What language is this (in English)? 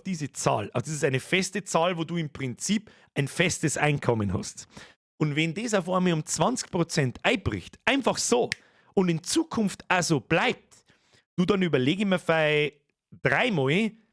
Bavarian